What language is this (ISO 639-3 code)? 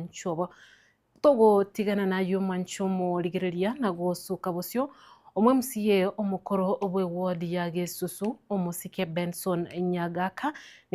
guz